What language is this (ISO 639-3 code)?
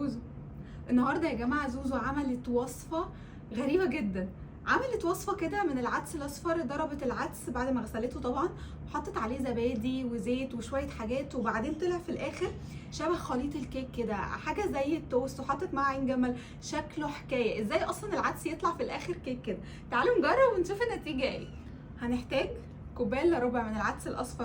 arz